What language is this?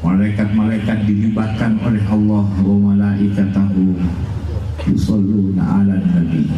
Madurese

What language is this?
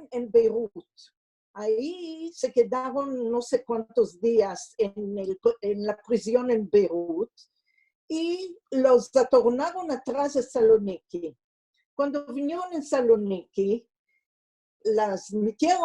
Ladino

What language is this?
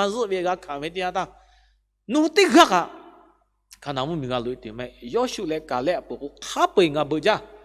Lahu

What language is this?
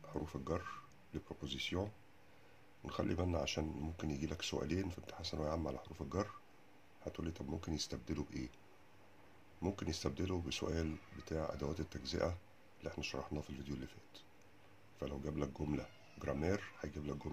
Egyptian Arabic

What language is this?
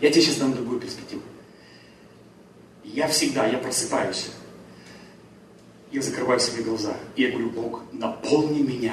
Russian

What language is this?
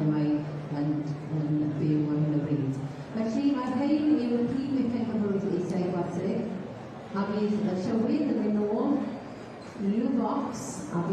Welsh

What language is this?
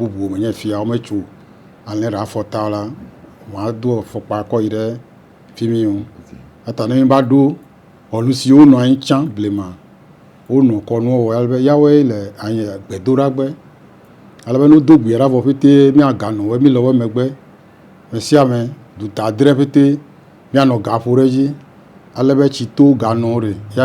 Ewe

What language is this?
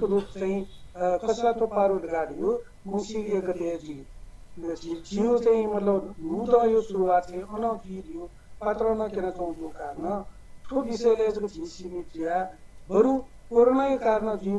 Newari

